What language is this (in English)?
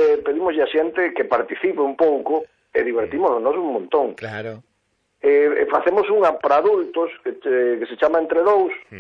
Galician